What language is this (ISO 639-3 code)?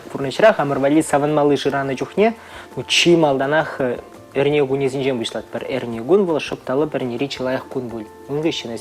chv